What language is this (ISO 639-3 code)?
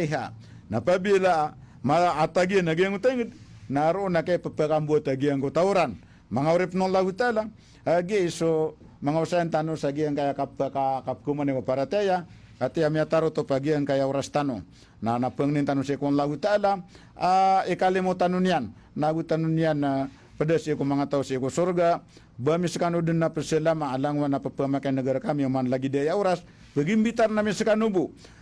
mrw